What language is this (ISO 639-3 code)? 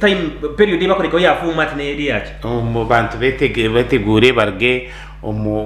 nyn